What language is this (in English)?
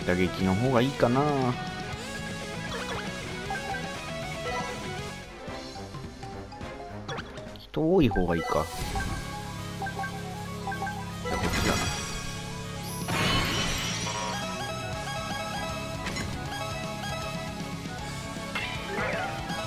Japanese